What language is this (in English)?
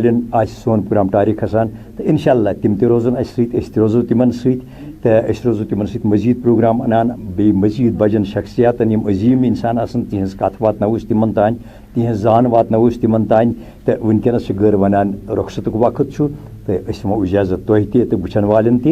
Kashmiri